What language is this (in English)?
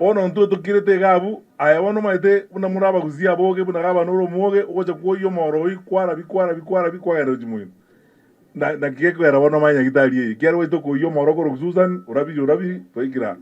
Gusii